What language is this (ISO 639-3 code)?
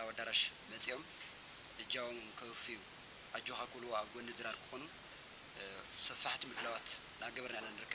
tir